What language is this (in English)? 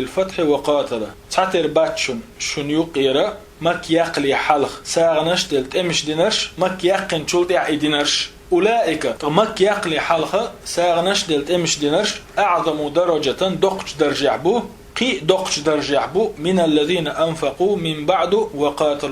Chechen